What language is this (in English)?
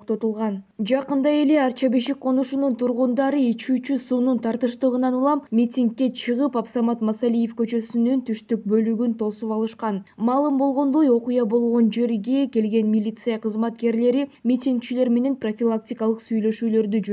Kyrgyz